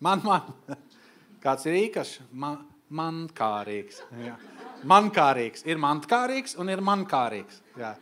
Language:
Latvian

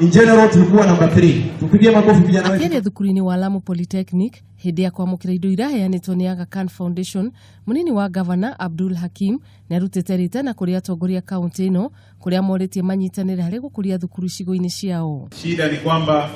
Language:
Kikuyu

